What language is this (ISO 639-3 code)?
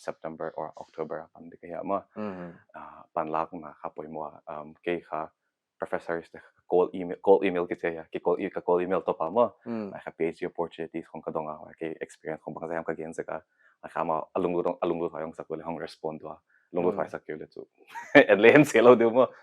pck